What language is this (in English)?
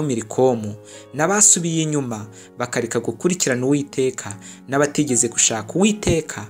Kinyarwanda